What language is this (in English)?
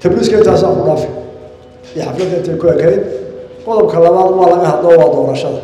Somali